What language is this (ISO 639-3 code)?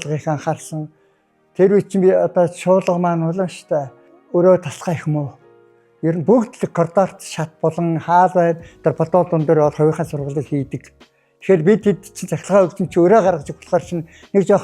mon